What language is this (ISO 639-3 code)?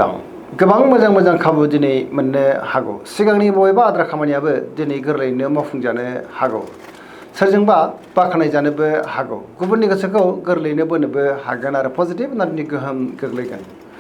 brx